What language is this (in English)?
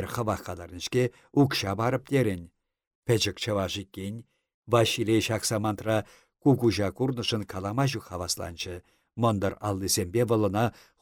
Chuvash